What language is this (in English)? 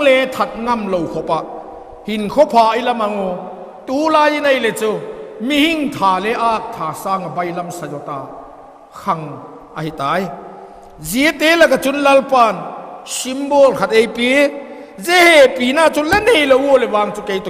Vaiphei